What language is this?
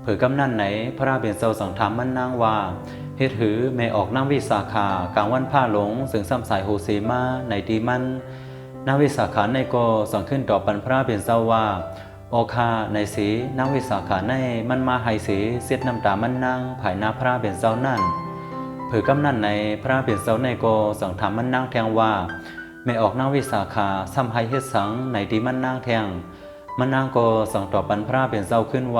Shan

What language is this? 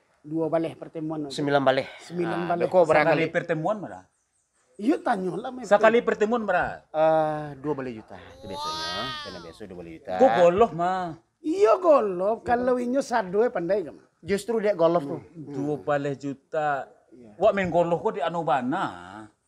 Minangkabau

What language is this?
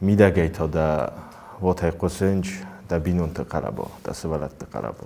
Ossetic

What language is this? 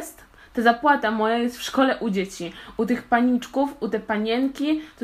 Polish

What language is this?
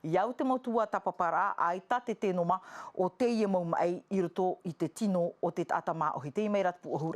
Tahitian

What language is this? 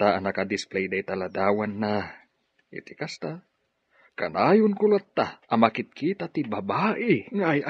Iloko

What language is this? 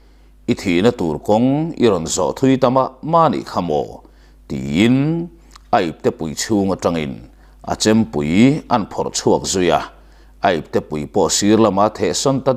Mizo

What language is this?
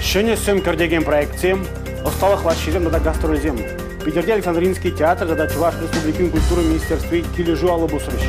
Chuvash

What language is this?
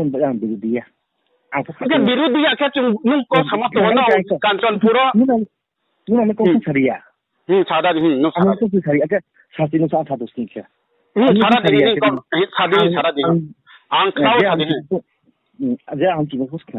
Riang (India)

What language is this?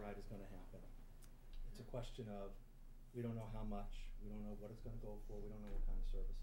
English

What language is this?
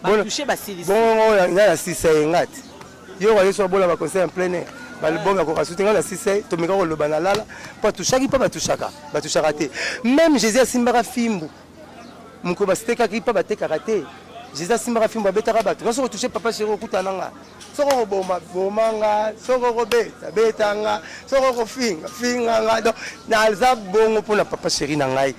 Lingala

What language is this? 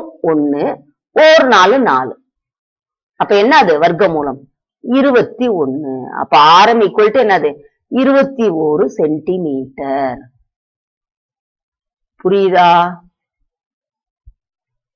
Tamil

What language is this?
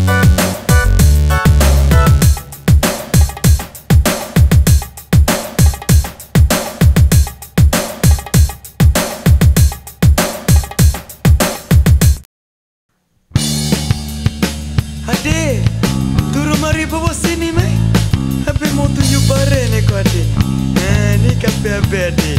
Malay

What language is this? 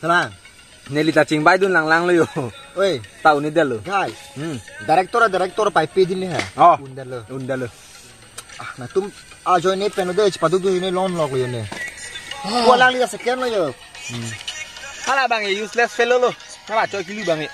Karbi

